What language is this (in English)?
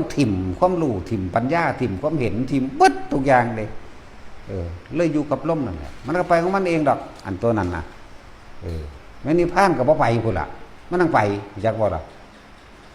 Northeastern Thai